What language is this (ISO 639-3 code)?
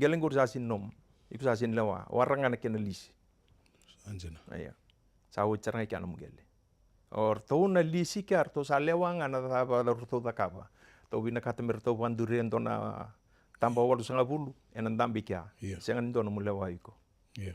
fij